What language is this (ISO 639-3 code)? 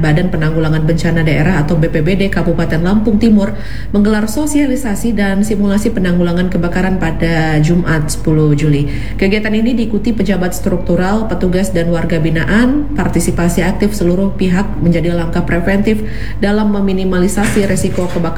ind